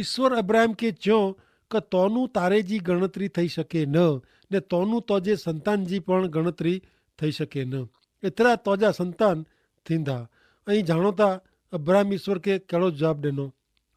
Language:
Kachhi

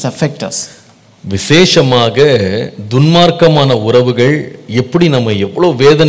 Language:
Tamil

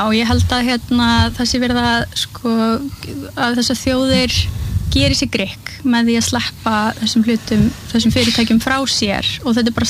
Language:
Icelandic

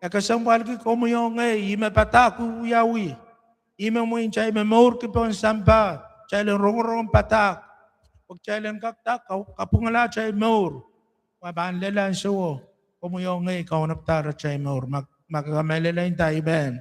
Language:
Pohnpeian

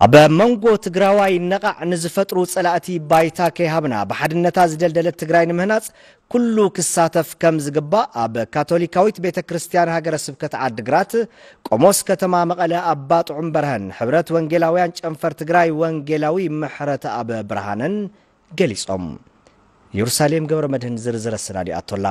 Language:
Tigrinya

